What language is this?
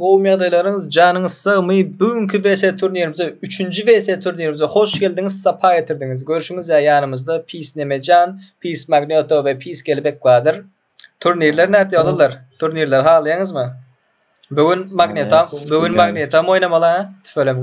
Turkmen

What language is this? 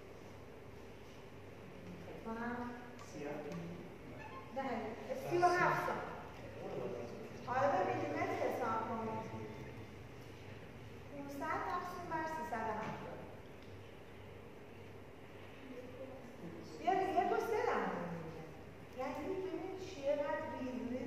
Persian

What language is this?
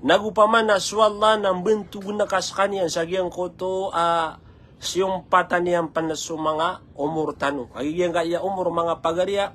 Maranao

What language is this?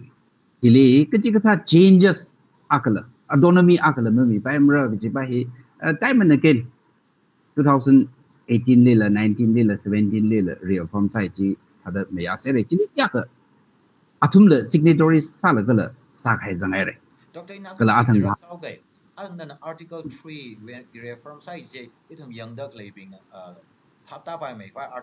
Tangkhul Naga (India)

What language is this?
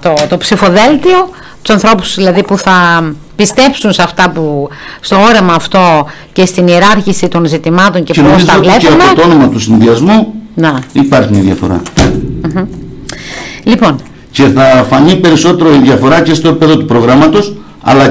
Greek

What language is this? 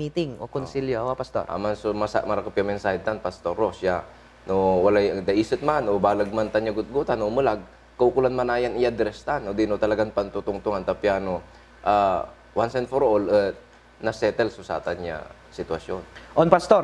Pangasinan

